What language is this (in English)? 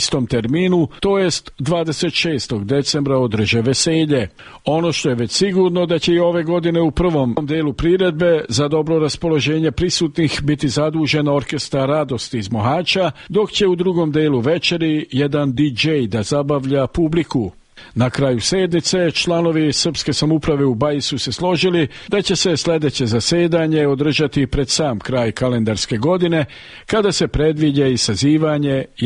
Serbian